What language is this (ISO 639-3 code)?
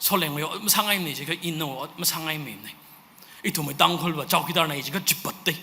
nmf